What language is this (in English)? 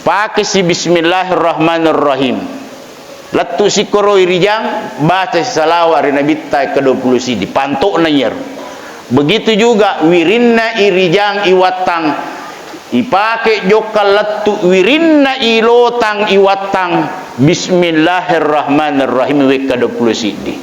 Buginese